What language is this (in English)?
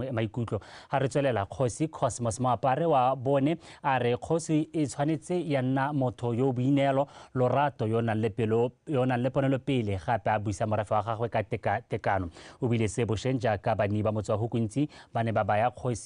Tswana